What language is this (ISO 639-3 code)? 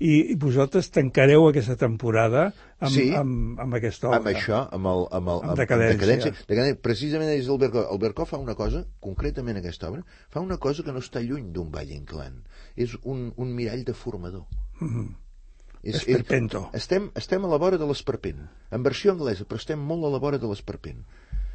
cat